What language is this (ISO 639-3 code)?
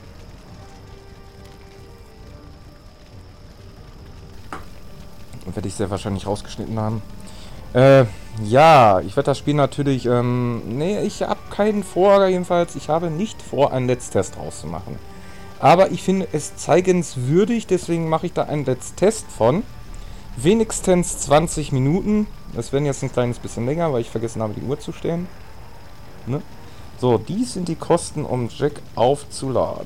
deu